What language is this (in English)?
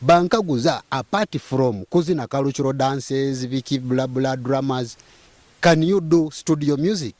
Nyoro